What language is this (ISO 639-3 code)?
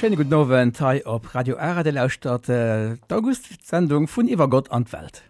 ltz